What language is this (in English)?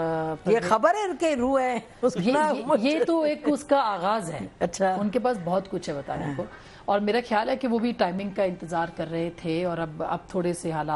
Urdu